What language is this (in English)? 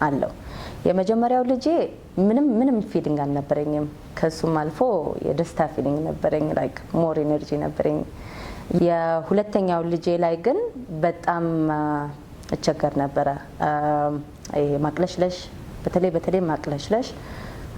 Amharic